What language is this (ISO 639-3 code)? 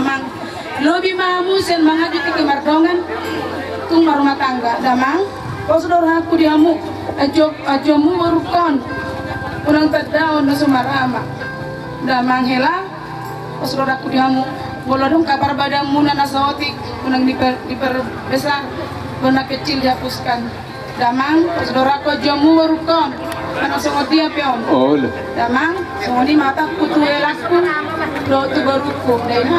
bbc